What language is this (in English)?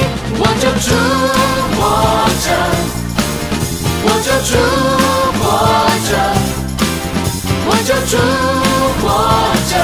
Chinese